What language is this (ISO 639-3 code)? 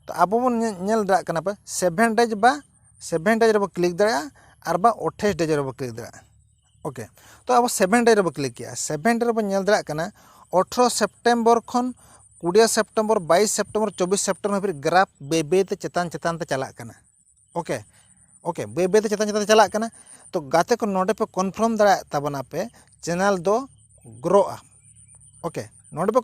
sat